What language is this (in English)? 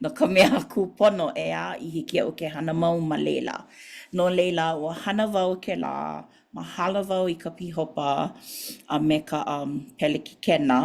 Hawaiian